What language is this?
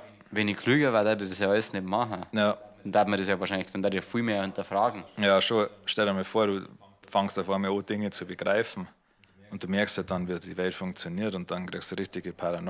Bavarian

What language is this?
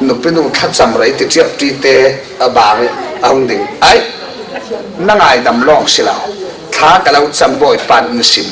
Falam Chin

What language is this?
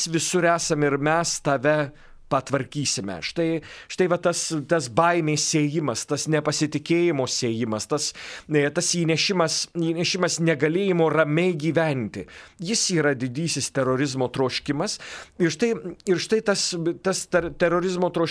Lithuanian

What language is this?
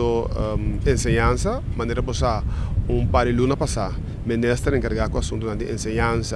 Papiamento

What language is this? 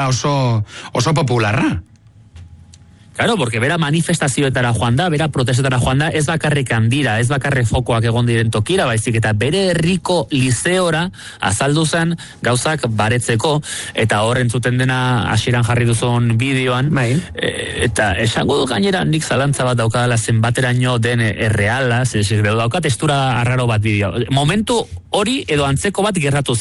Basque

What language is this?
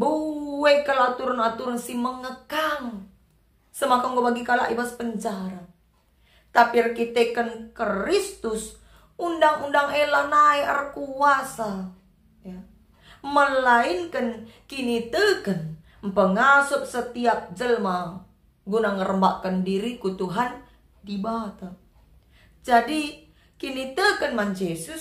Batak Karo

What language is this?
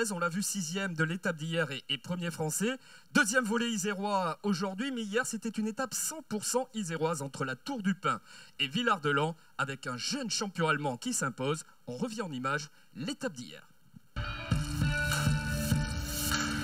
French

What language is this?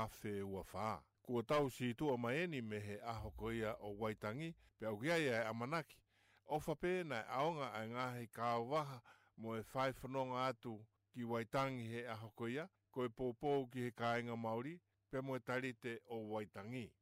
Tongan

